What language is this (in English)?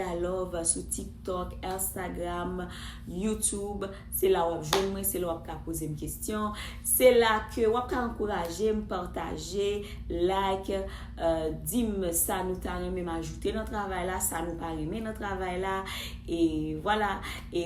Haitian Creole